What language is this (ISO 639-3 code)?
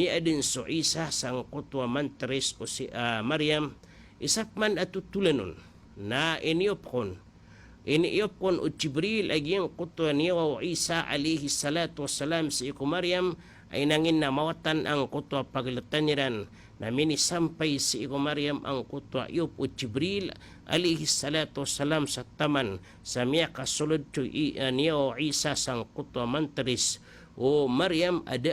mrw